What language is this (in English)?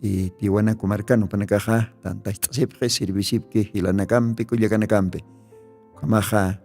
Aymara